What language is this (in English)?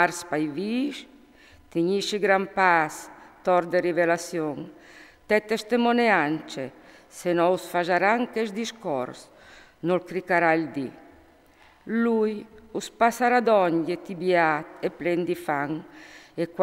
Friulian